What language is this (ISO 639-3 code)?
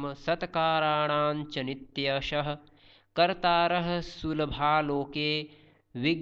san